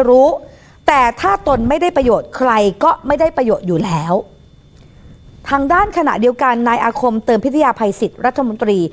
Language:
Thai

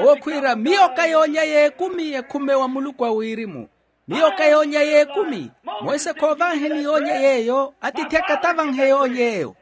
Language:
Makhuwa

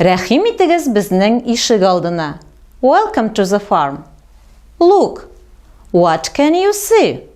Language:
Tatar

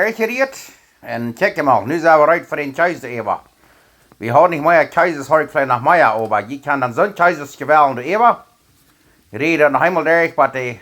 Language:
Plautdietsch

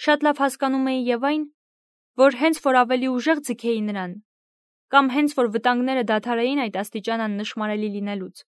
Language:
Armenian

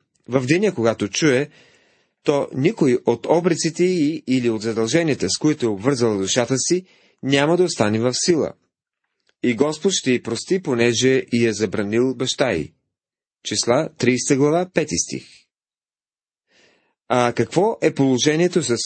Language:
Bulgarian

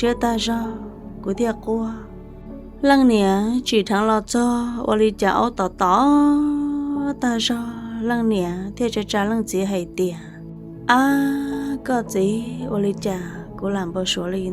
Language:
Hmong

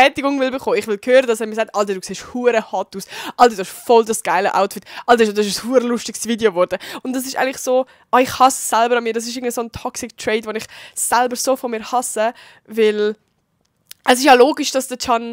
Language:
Swiss German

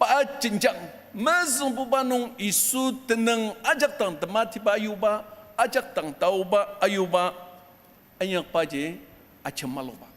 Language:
Ao Naga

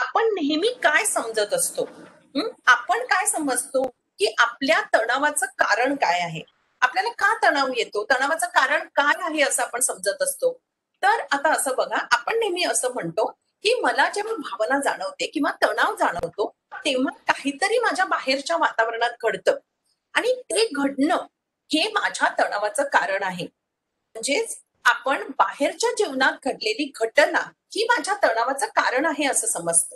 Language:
Marathi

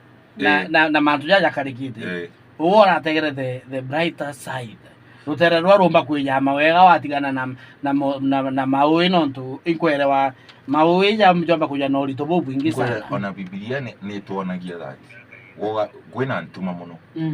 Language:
Meru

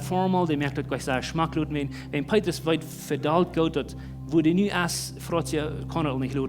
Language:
Plautdietsch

